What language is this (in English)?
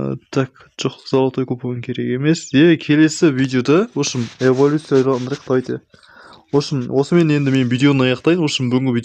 Kazakh